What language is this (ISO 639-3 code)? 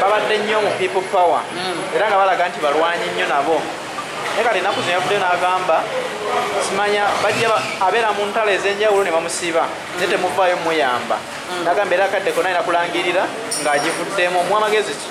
lug